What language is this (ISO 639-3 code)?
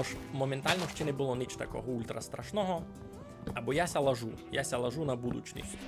rue